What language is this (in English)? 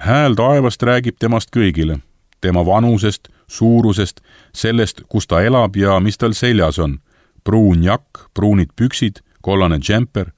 Estonian